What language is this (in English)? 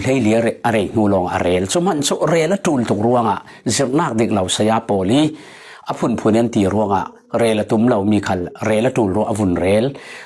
Falam Chin